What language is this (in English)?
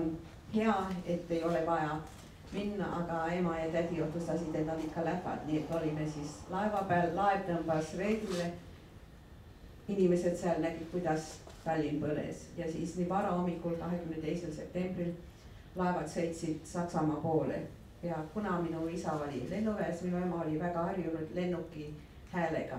Estonian